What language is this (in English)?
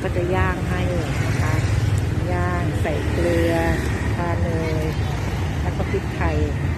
Thai